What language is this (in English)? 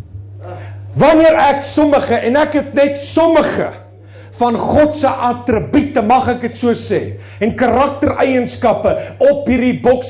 Afrikaans